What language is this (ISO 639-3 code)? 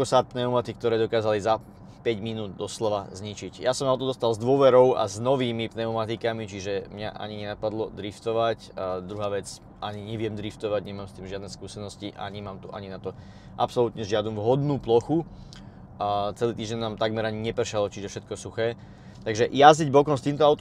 slk